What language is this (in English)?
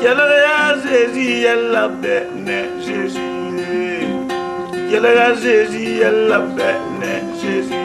Mossi